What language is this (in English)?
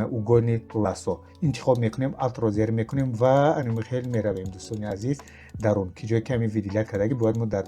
Tajik